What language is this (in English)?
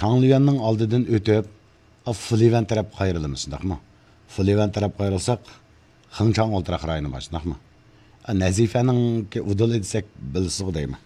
Uyghur